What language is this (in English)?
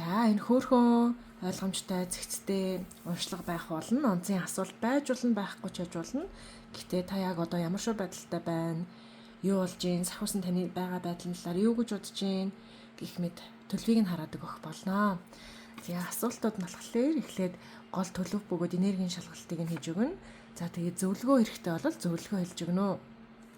Mongolian